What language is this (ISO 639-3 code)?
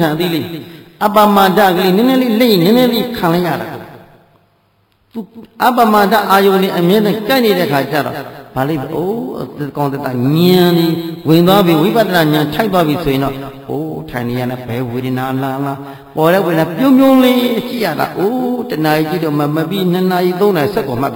mya